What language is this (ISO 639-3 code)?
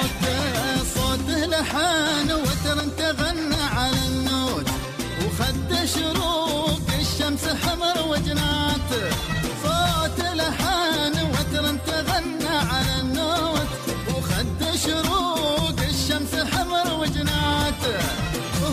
afb